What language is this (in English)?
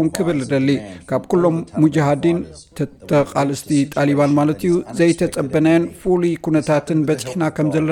Tigrinya